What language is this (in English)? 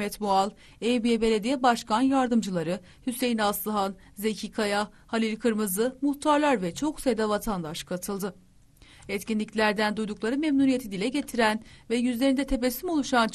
Turkish